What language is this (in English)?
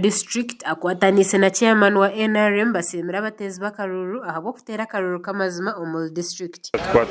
Nyankole